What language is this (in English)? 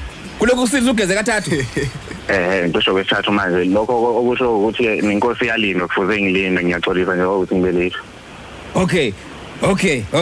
Zulu